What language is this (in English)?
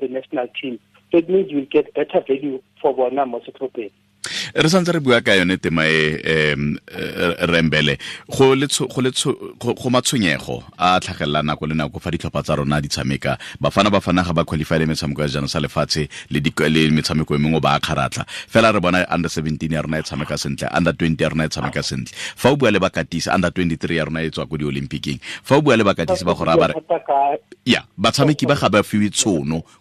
Tswana